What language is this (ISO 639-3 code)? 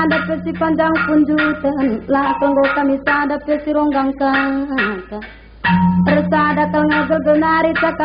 btx